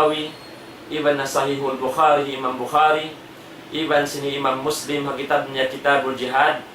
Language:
Tausug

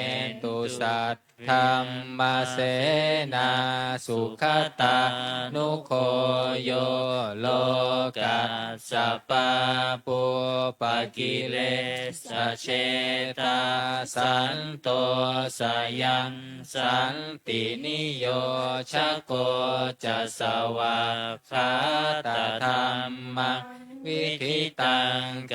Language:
Pali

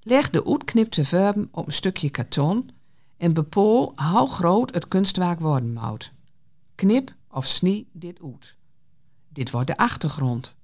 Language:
Gronings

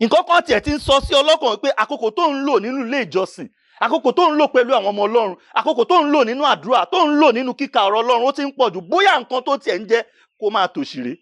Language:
Yoruba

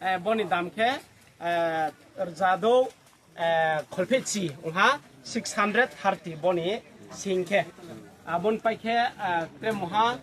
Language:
Riang (India)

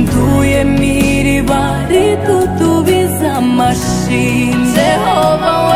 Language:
Kinyarwanda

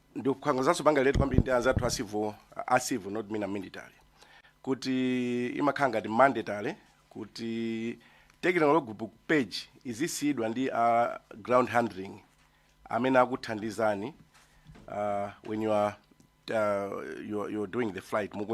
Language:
Nyanja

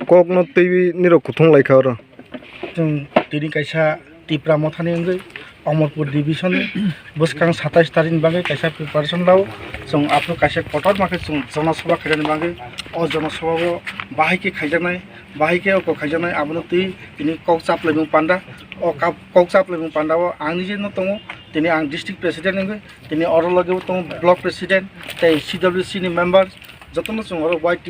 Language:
Kok Borok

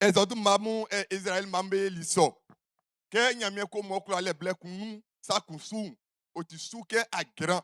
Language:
Baoulé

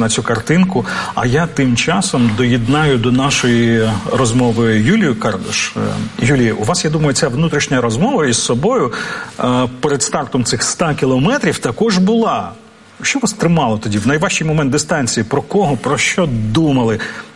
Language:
Ukrainian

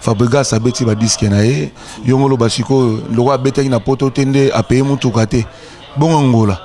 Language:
Lingala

